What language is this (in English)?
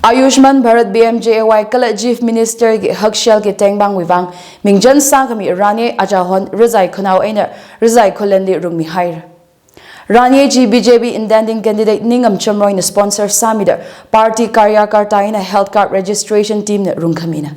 Tangkhul Naga (India)